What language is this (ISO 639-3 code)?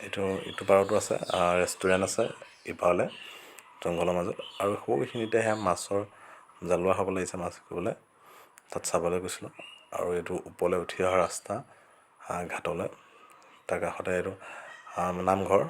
asm